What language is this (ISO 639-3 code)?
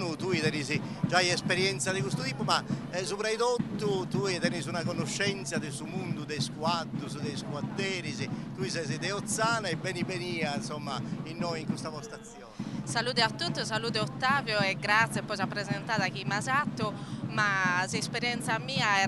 srd